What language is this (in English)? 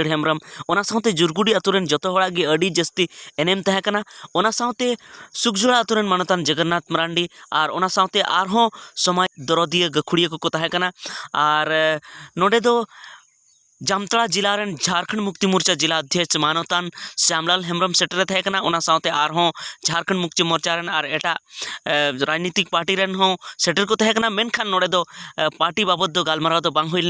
Santali